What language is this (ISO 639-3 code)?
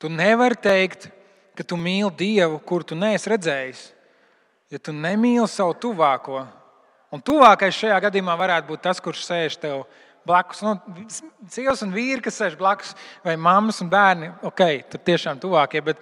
lav